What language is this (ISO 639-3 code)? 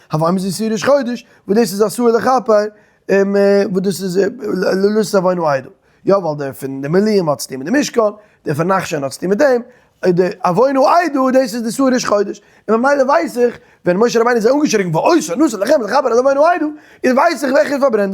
yid